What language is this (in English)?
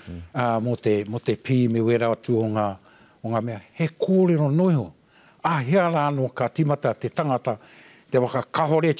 Māori